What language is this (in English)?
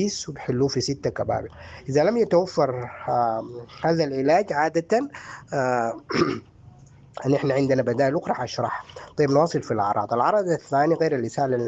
Sudanese Arabic